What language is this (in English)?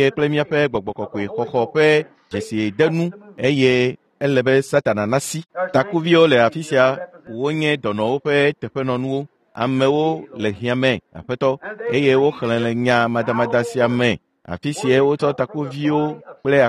Ewe